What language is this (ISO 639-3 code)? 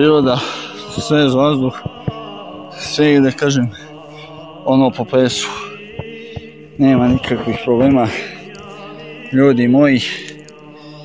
srp